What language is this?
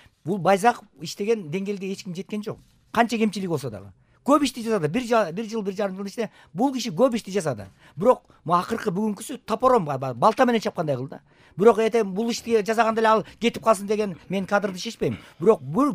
Kyrgyz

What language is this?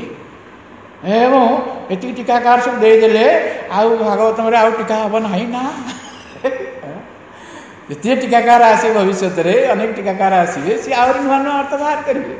Odia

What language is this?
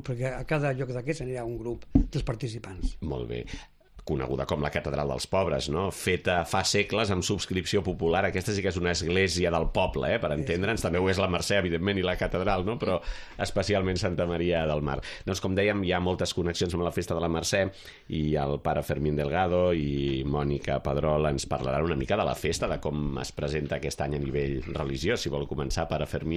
Catalan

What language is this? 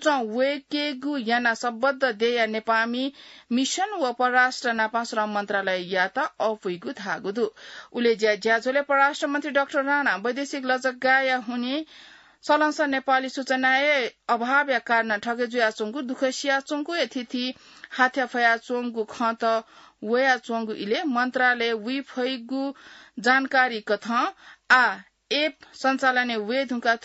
Newari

